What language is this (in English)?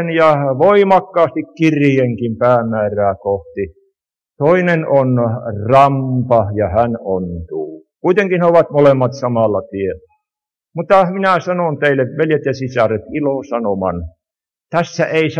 Finnish